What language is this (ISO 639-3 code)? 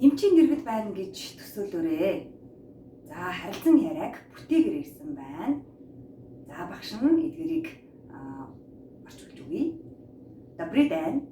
mon